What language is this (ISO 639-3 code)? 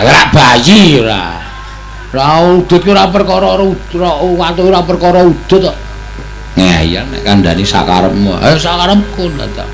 jav